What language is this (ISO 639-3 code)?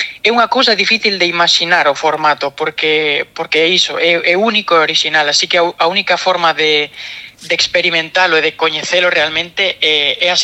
glg